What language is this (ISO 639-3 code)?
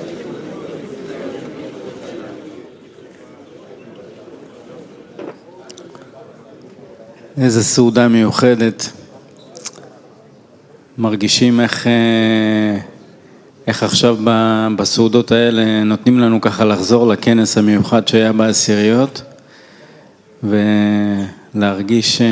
heb